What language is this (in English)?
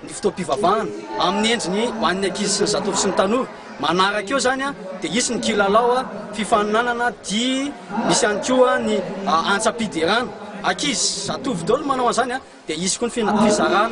Malagasy